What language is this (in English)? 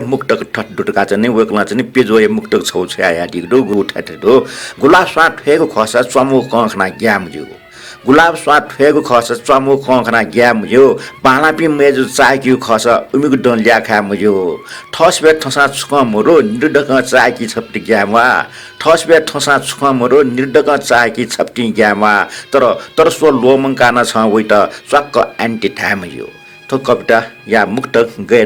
Newari